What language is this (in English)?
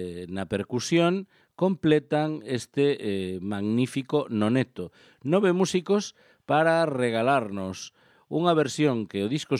Galician